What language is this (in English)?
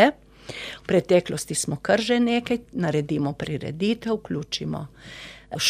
Slovenian